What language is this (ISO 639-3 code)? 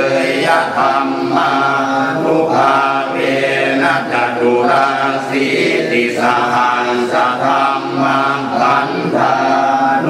pli